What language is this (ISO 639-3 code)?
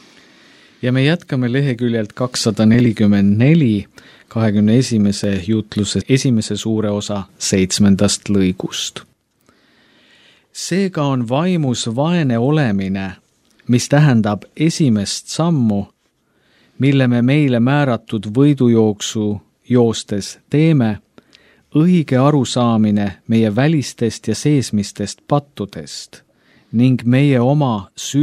est